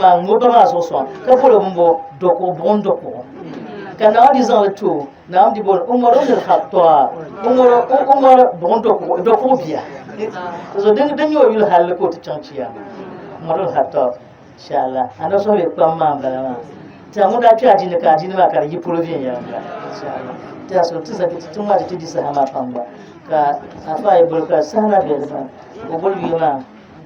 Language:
Dagbani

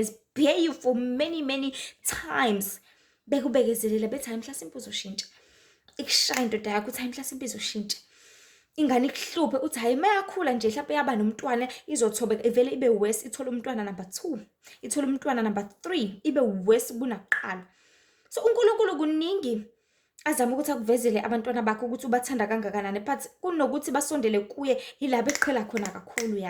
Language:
Zulu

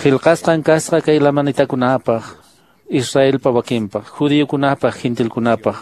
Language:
Quechua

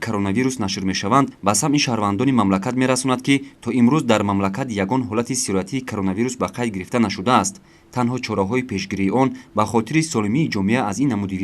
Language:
Tajik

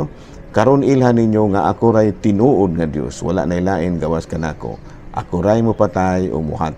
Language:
Cebuano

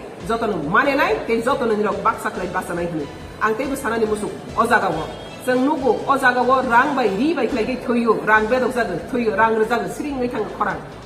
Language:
Riang (India)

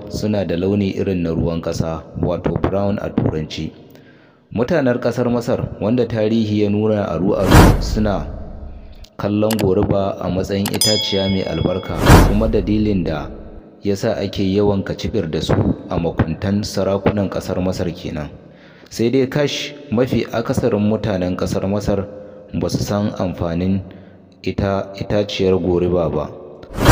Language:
Hausa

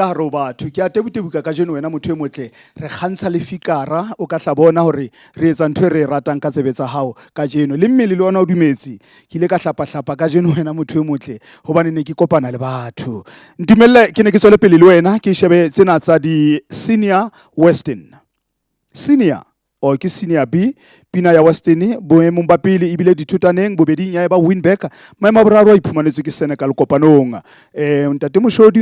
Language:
Southern Sotho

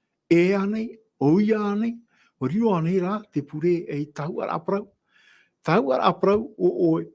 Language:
Tahitian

